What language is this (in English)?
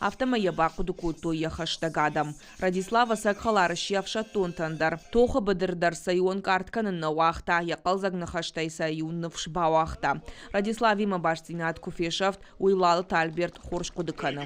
Ossetic